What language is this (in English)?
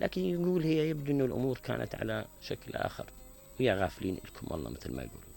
Mesopotamian Arabic